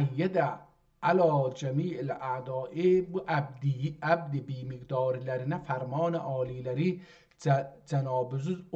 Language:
South Azerbaijani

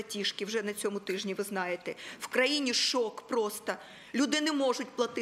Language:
Ukrainian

